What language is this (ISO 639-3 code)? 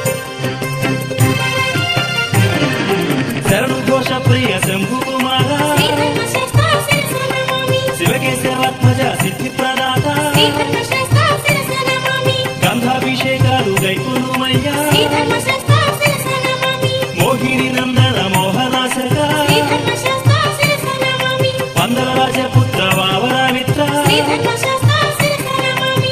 tel